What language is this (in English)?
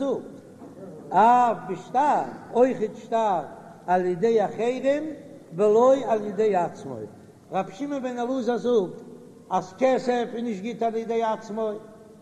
Yiddish